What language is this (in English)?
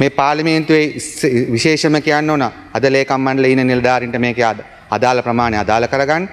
Sinhala